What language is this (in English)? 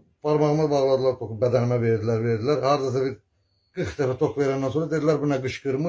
Azerbaijani